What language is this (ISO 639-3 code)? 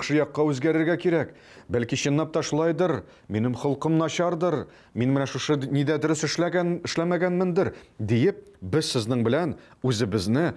tat